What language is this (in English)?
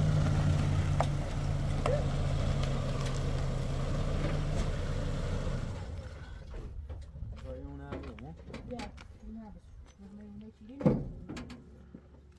Persian